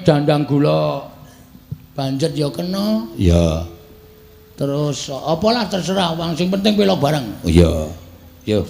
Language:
Javanese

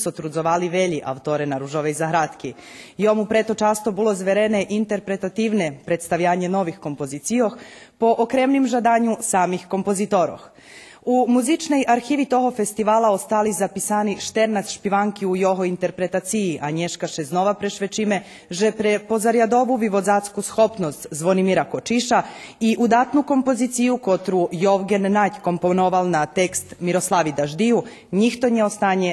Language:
Rusyn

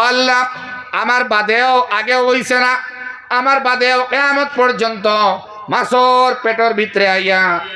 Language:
Sylheti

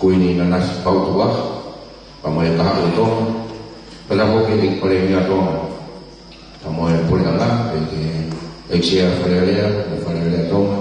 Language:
Tongan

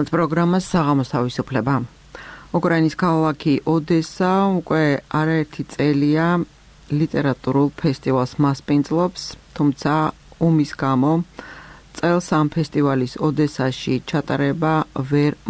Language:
Georgian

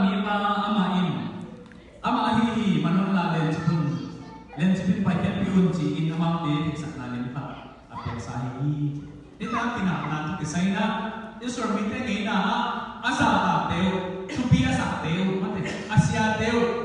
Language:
Tedim Chin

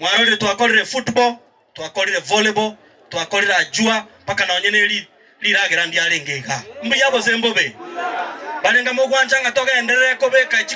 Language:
Gusii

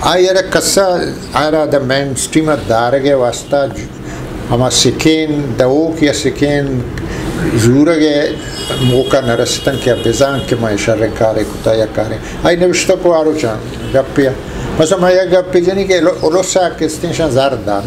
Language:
Eastern Balochi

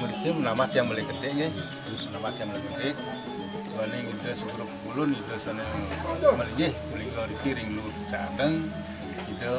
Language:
Balinese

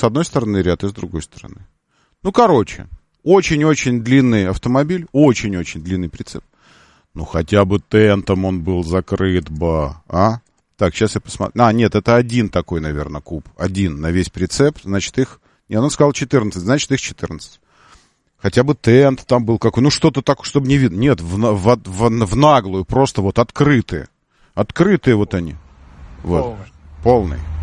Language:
Russian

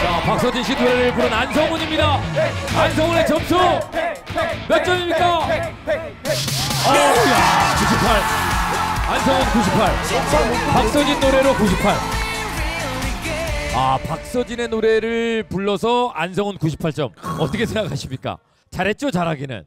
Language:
Korean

